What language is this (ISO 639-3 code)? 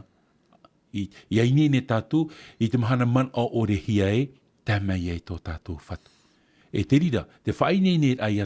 tah